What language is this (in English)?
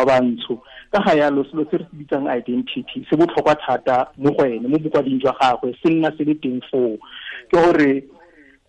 Tswana